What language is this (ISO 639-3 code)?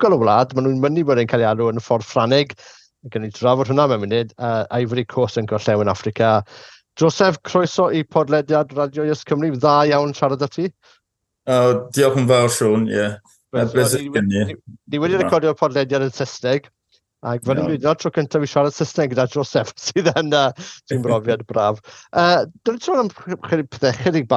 cym